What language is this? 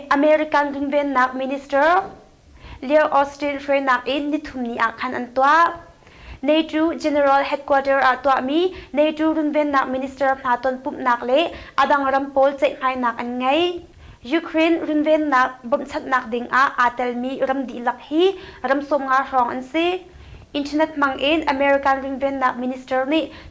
Hakha Chin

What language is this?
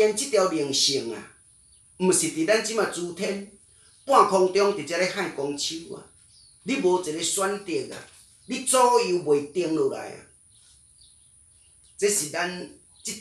Min Nan Chinese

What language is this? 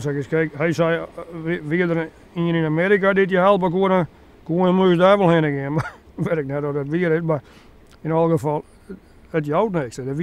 Western Frisian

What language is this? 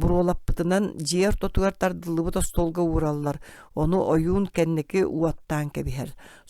Yakut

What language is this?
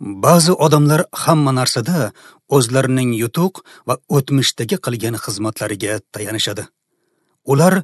Uzbek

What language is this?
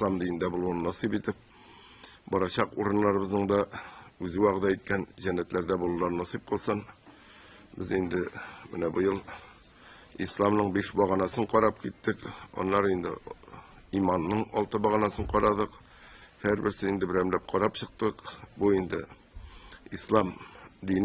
Tatar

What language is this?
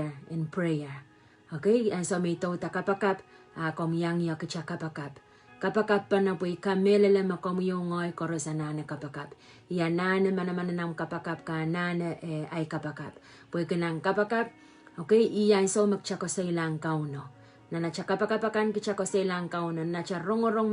Pohnpeian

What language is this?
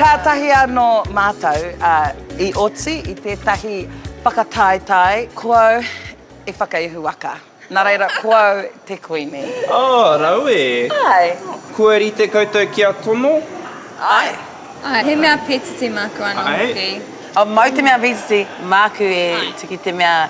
Māori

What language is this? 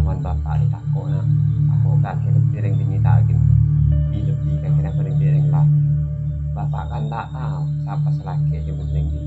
Madurese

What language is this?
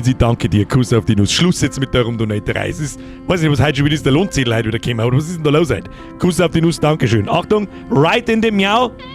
Bavarian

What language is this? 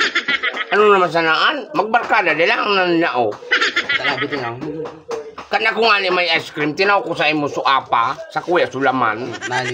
Bikol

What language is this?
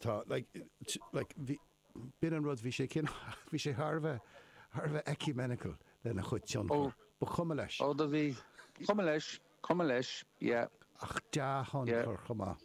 Irish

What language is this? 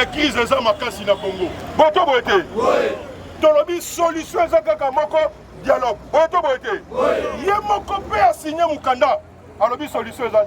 Lingala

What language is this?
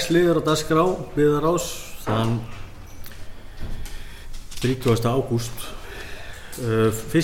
Icelandic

